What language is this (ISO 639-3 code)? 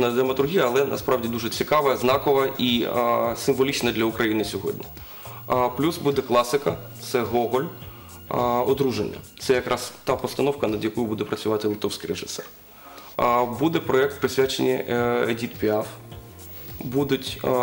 ukr